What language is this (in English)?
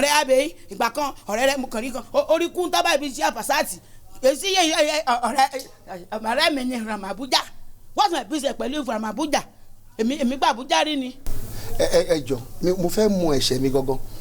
Yoruba